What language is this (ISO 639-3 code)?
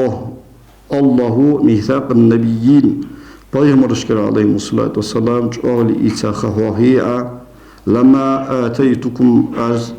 inh